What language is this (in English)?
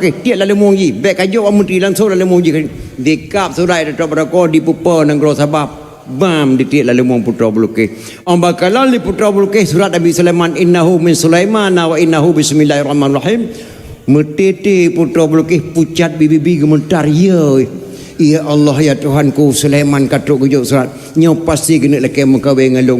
Achinese